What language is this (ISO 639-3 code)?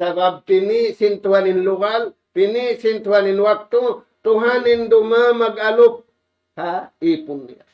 tsg